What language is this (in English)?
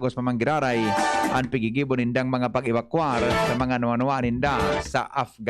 Bikol